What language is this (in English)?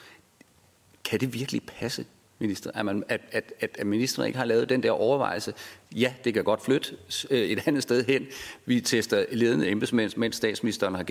Danish